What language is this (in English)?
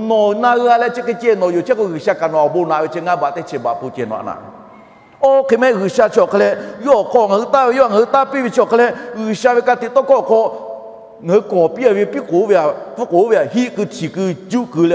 Lahu